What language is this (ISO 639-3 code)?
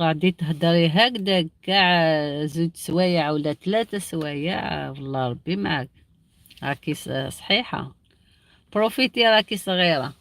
arq